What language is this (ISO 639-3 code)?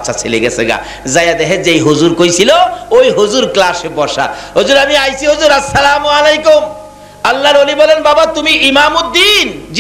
ben